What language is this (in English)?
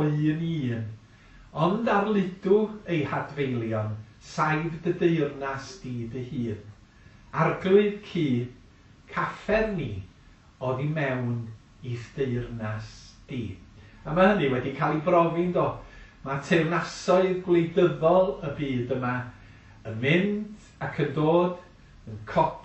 Welsh